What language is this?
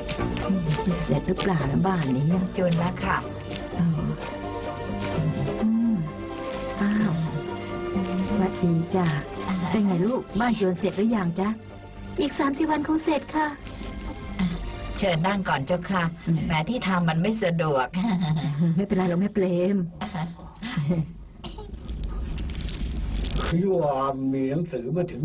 Thai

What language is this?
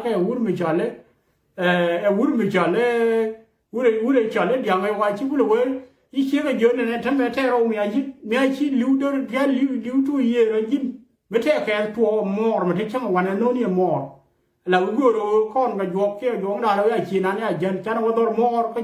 Nuer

